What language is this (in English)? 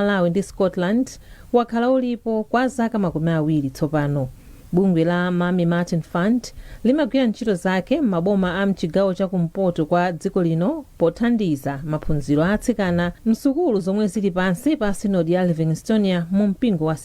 Nyanja